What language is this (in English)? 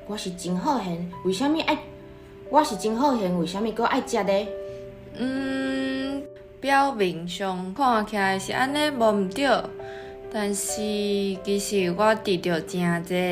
Min Nan Chinese